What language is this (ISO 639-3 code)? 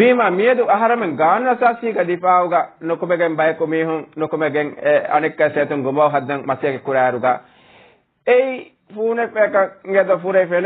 div